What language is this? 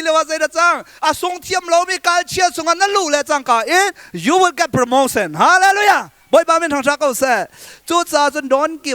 Hakha Chin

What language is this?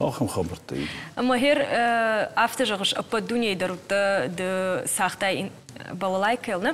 Ossetic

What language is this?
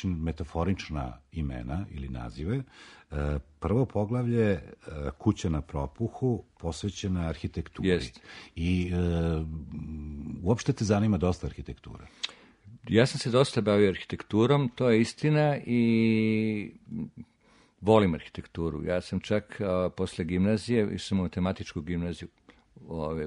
Serbian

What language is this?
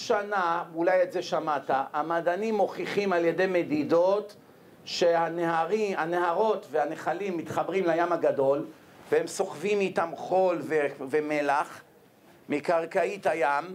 Hebrew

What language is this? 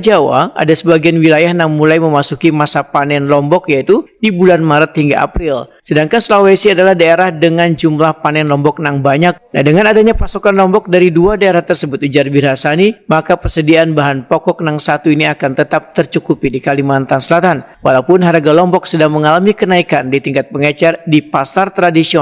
Banjar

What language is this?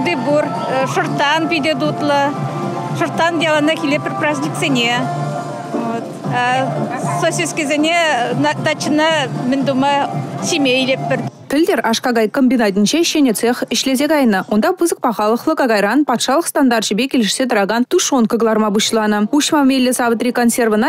Chuvash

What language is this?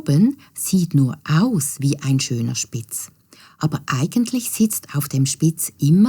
Swiss German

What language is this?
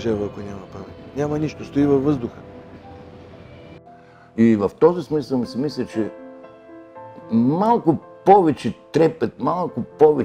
Bulgarian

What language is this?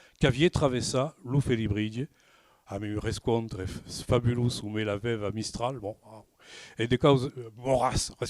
Occitan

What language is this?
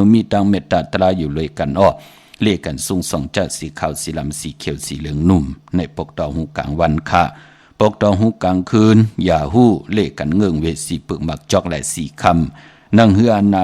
Shan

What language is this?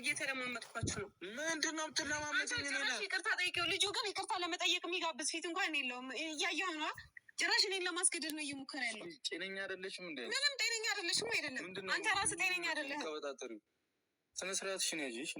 Amharic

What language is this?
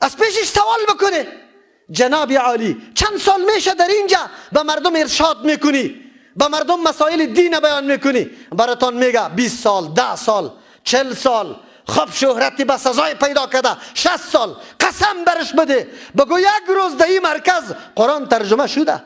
Persian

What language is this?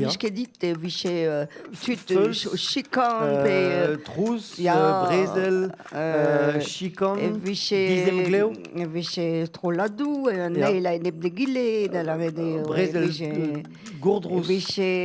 Breton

